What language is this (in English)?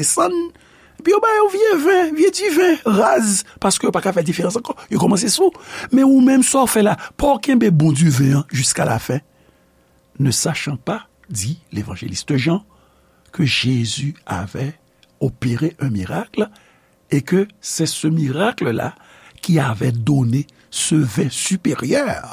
Haitian Creole